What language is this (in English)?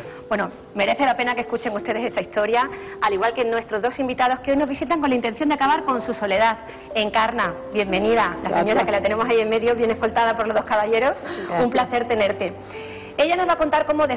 Spanish